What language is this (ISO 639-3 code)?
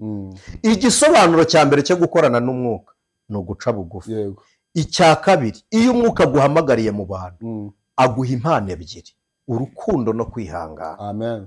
kin